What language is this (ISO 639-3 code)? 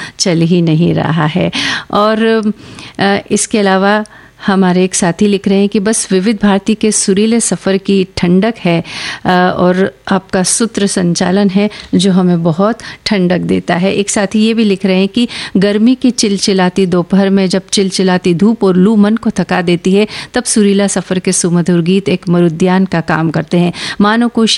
hin